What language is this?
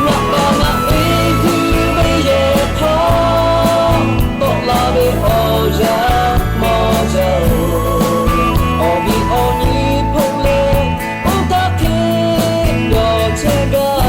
Lahu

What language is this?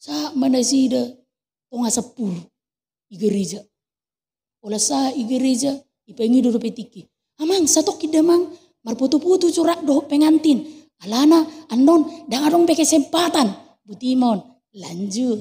Batak Toba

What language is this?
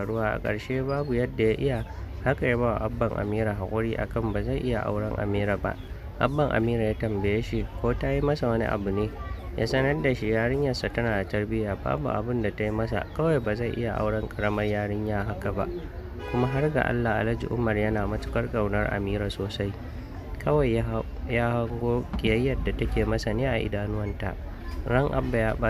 Hausa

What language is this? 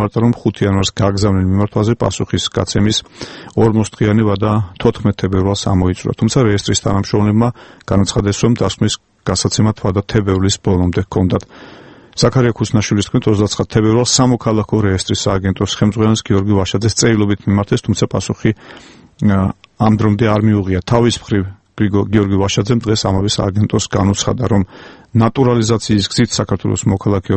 Georgian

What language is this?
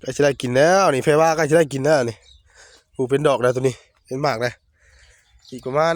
Northeastern Thai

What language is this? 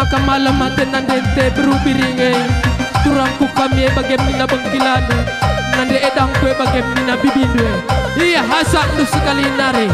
Batak Karo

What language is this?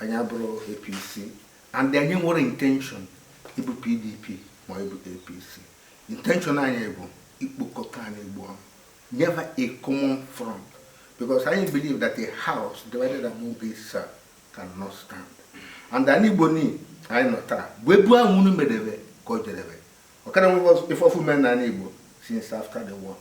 Igbo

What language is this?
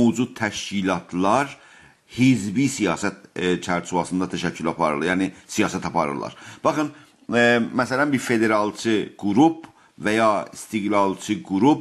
South Azerbaijani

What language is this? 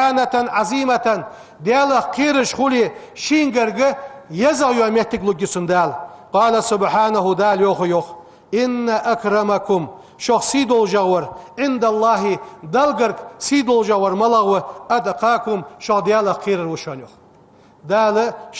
Ingush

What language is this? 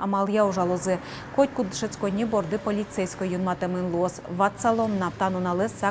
Udmurt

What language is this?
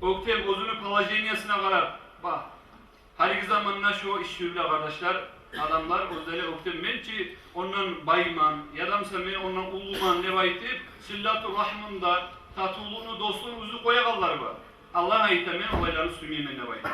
Kumyk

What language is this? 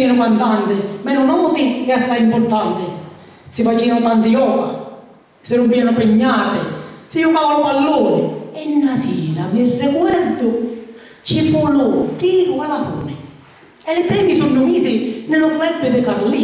Sicilian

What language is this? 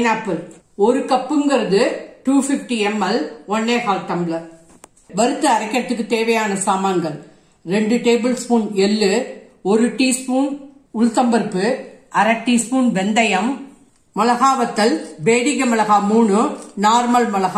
Tamil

